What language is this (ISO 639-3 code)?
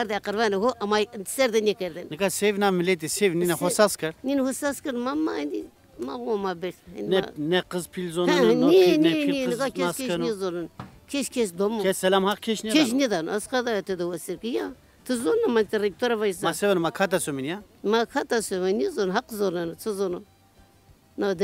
zza